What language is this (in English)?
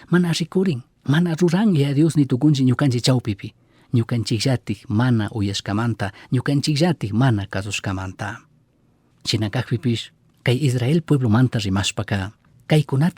Chimborazo Highland Quichua